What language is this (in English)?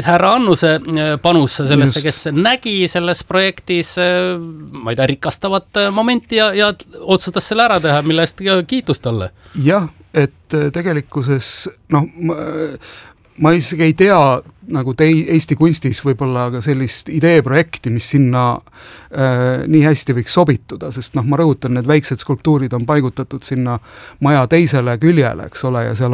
Estonian